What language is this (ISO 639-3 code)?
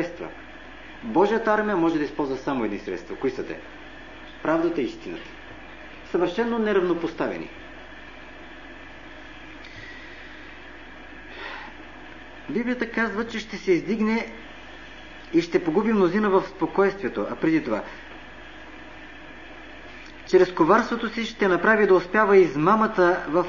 bul